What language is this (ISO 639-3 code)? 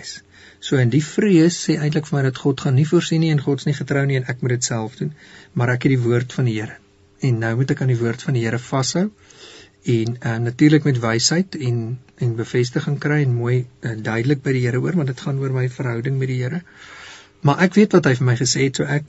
afr